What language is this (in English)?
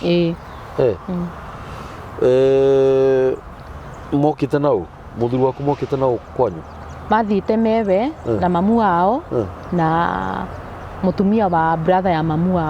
Kikuyu